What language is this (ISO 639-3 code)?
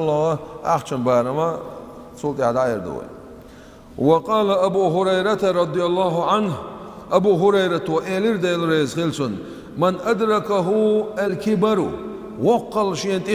che